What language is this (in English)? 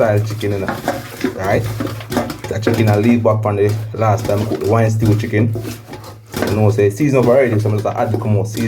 Jamaican Creole English